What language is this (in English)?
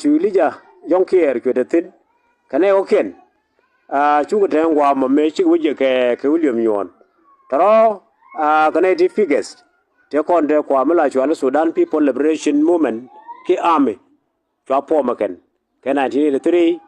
Nuer